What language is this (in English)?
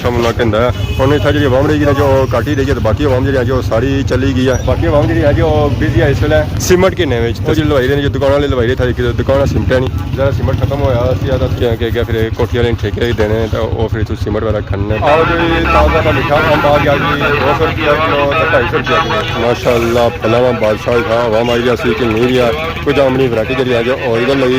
Pahari-Potwari